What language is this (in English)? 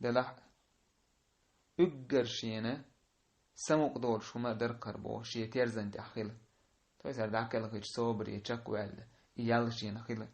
Chechen